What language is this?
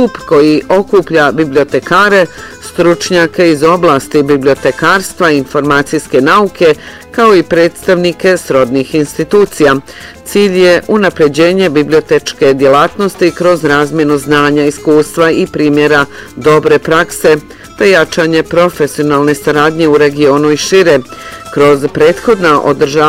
Bosnian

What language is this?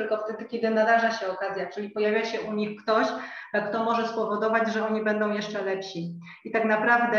Polish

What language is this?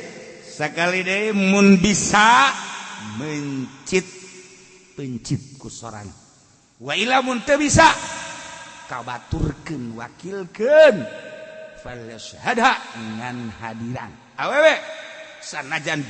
Sundanese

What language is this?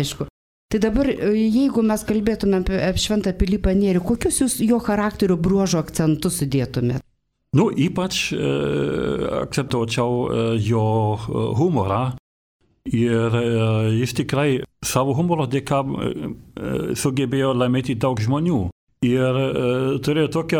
Lithuanian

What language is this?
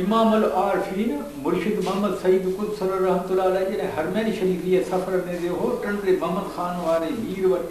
Sindhi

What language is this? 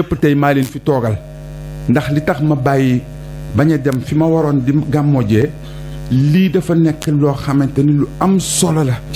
Wolof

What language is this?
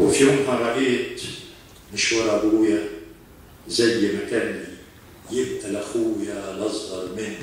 Egyptian Arabic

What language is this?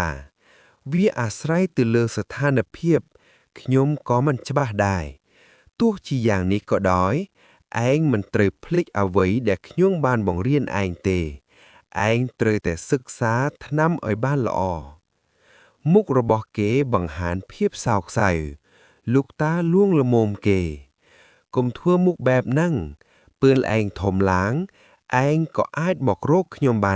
Khmer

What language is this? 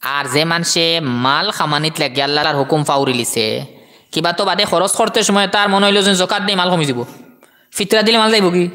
Sylheti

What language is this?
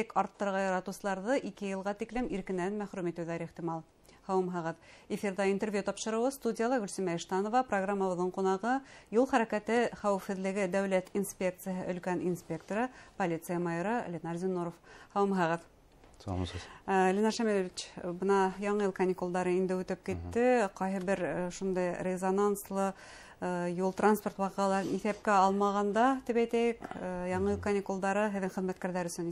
Bashkir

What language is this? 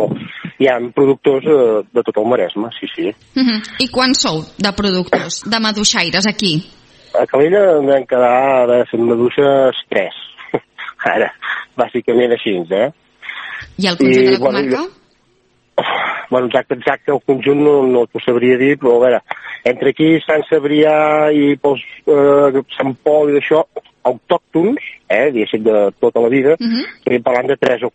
Catalan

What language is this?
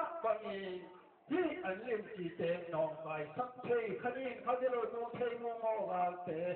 Tedim Chin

